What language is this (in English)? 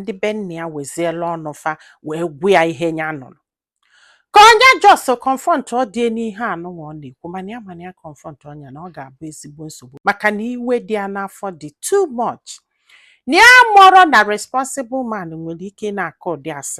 Igbo